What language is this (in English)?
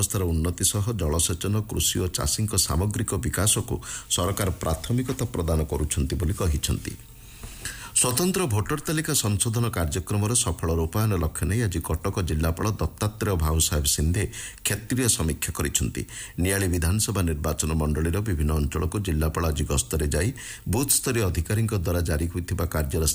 Odia